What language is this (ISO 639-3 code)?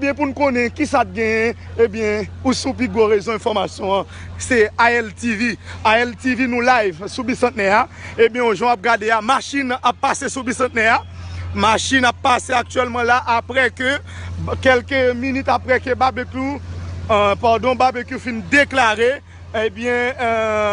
hat